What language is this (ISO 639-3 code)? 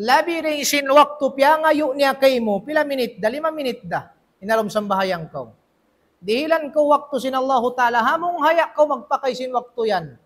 tsg